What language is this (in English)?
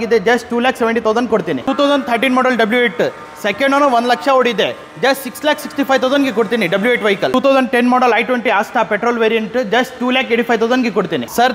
Kannada